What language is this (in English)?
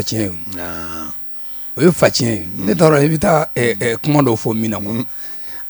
Bambara